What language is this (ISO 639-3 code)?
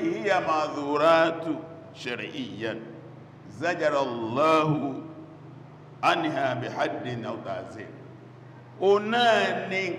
yor